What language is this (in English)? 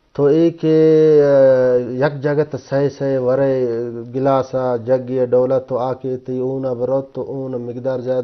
Eastern Balochi